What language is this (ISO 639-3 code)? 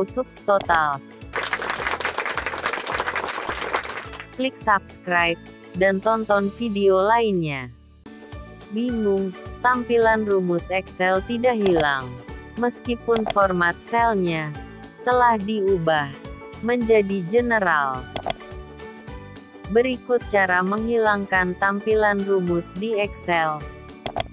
ind